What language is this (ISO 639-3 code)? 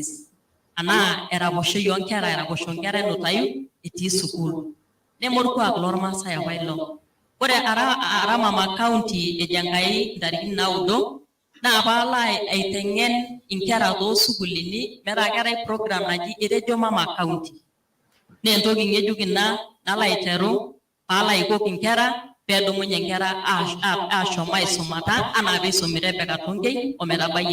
mas